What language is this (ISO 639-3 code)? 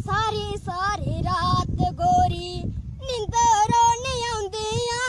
doi